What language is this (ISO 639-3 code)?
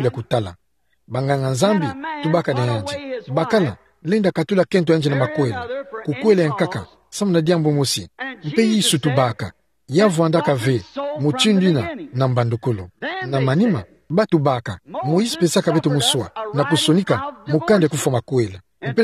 ktu